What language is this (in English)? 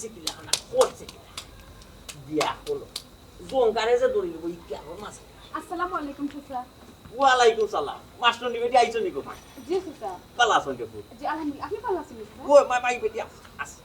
Sylheti